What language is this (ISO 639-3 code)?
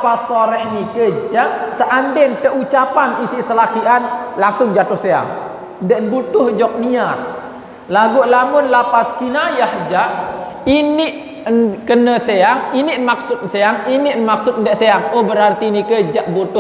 sas